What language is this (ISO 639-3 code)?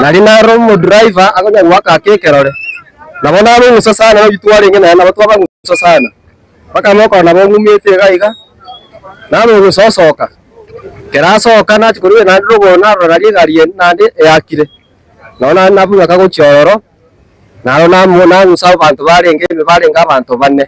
guz